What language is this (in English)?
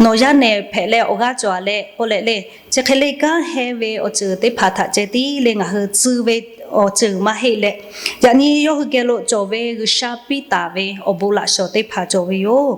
Lahu